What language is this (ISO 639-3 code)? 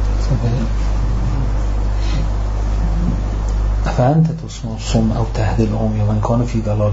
fas